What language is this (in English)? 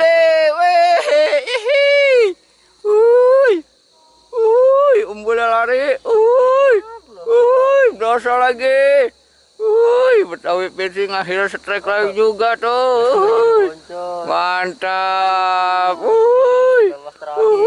Betawi